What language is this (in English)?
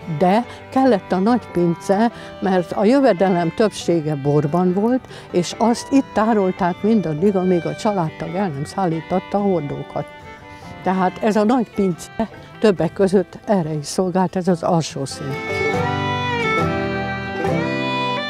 Hungarian